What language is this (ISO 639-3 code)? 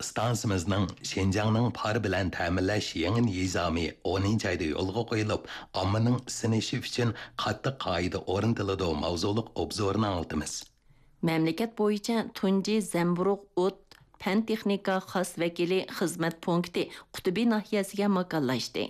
uig